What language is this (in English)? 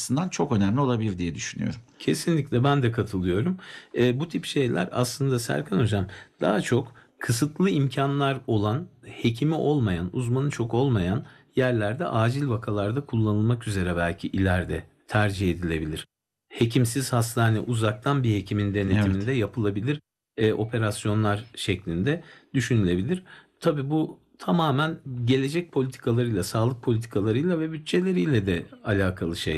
Turkish